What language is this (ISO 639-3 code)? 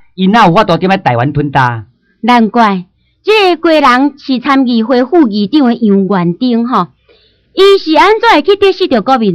nan